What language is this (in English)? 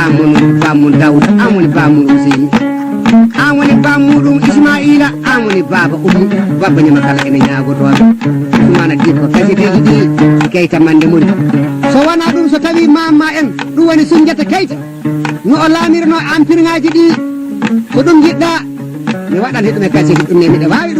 Fula